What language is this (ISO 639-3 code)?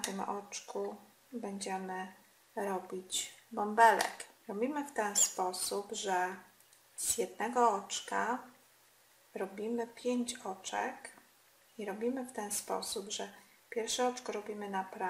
pol